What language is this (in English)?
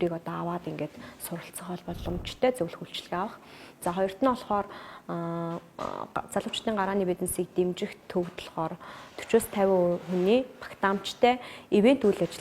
Mongolian